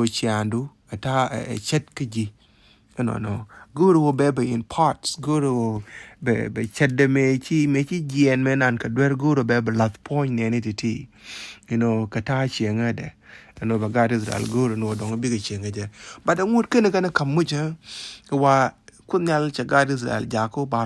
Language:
Nuer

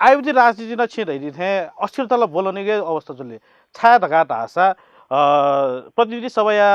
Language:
Newari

